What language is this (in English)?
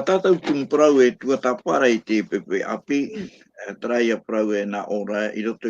Tahitian